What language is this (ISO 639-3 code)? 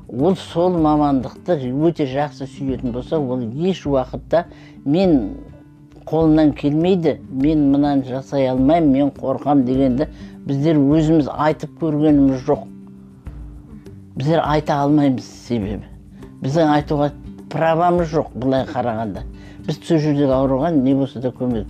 kaz